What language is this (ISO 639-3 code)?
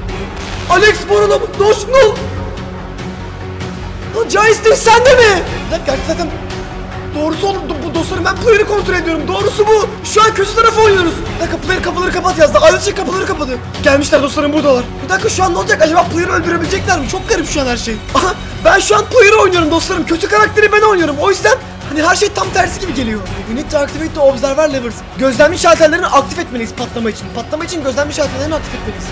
tur